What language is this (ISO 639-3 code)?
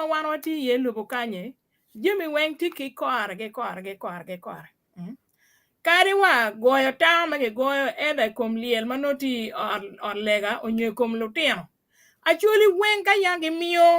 ach